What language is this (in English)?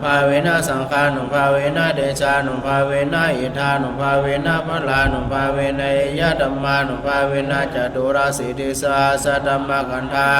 Pali